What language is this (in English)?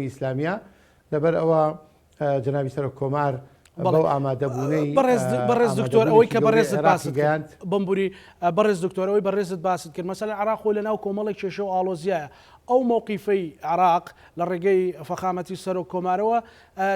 Central Kurdish